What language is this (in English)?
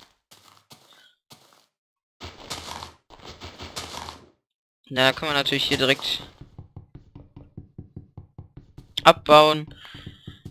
German